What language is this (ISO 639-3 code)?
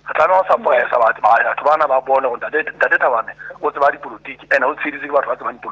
sot